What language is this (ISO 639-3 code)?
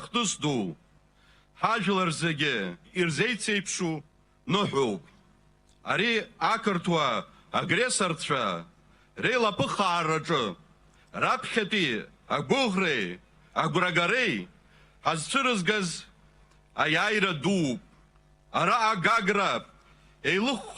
abk